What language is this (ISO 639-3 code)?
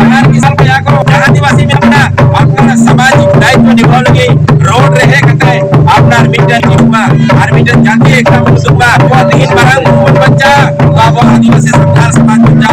sat